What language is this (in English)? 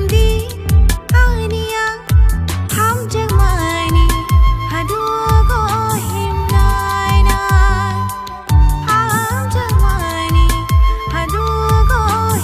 Kok Borok